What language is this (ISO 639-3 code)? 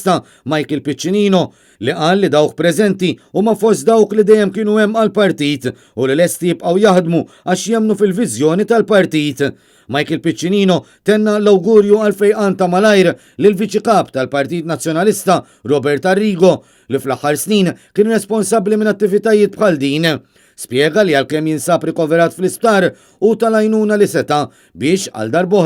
mlt